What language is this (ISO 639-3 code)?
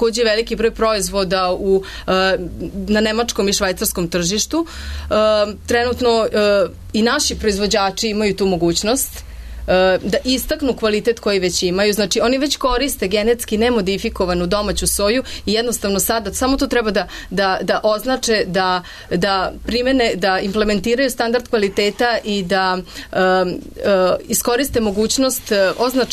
srp